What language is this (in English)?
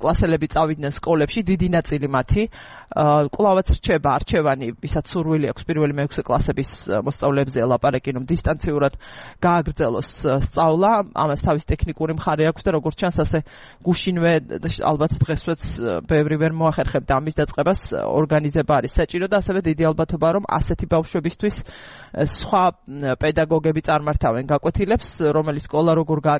Georgian